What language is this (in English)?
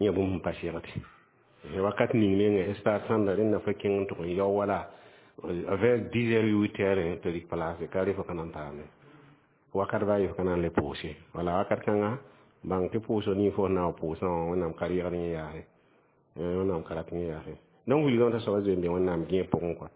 Mossi